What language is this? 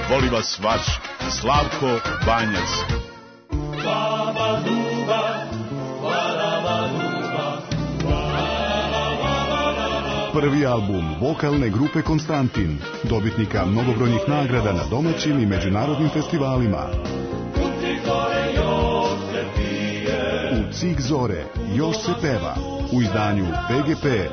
Serbian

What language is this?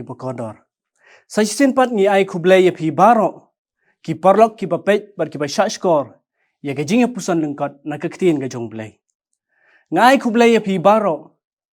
Khasi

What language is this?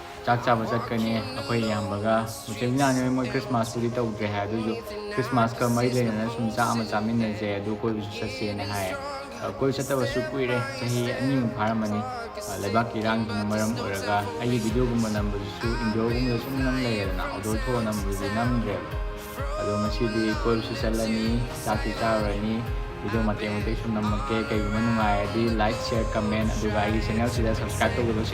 Manipuri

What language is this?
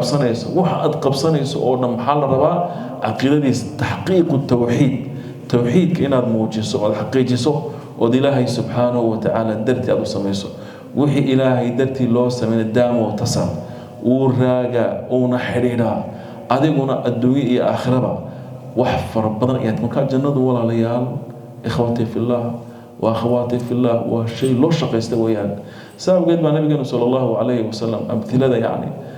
Somali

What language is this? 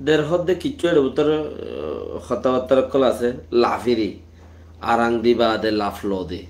Rohingya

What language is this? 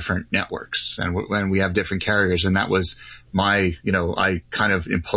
English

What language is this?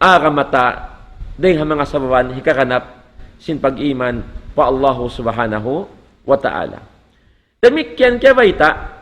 Tausug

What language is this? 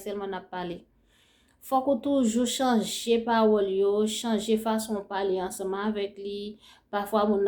Haitian Creole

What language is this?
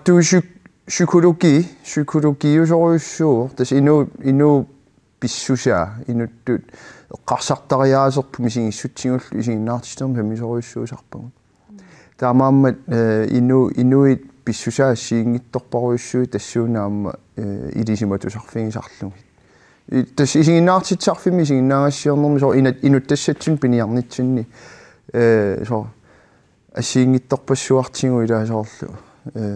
Kalaallisut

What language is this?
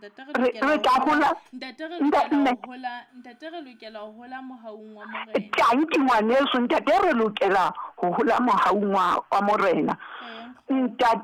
Southern Sotho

